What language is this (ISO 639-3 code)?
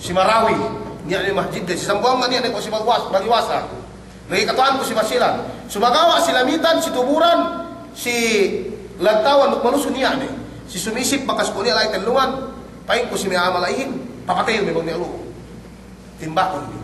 yka